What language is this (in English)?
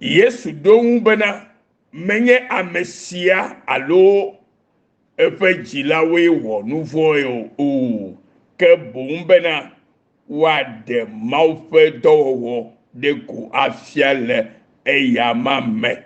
Ewe